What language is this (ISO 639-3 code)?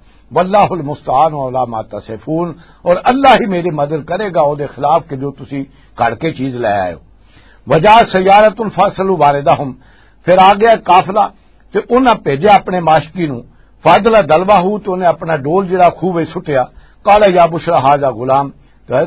lah